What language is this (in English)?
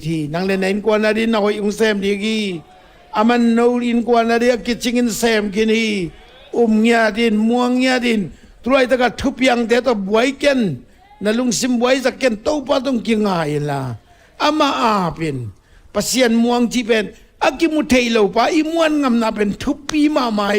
Tedim Chin